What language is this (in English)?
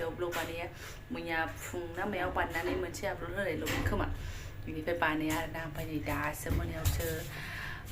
Bodo